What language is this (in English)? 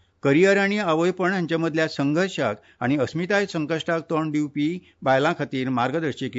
Konkani